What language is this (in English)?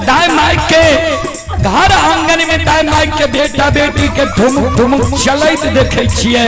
Maithili